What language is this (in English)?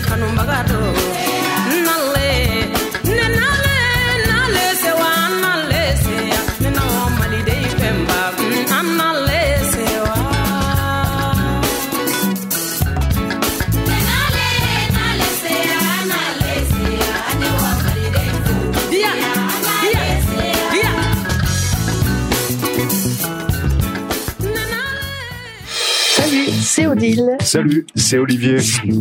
French